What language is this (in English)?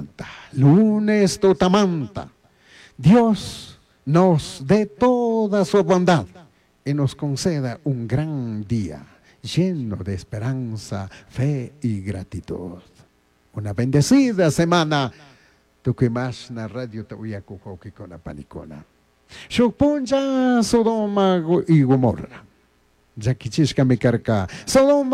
Chimborazo Highland Quichua